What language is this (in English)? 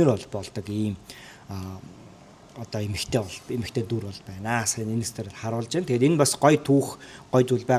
Mongolian